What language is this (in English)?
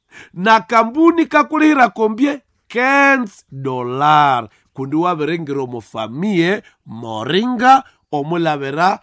Nande